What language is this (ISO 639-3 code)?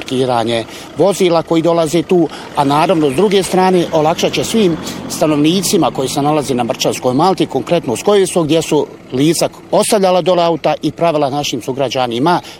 bos